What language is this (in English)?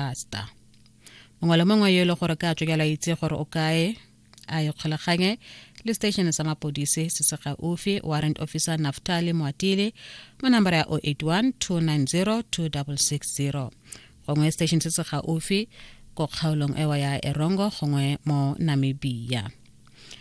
Tswana